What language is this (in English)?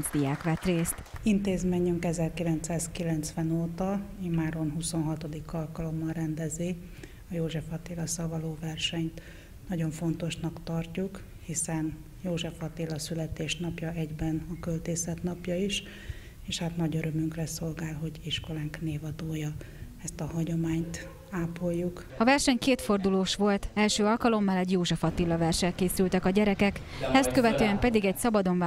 Hungarian